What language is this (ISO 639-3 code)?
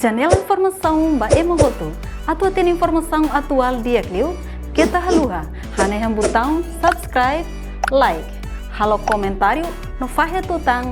tet